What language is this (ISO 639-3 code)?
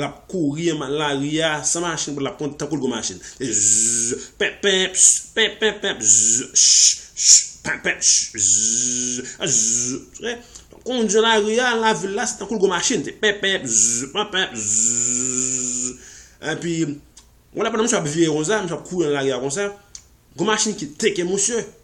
hat